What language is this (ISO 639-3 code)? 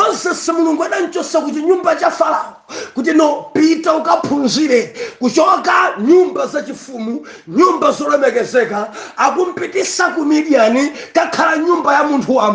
nya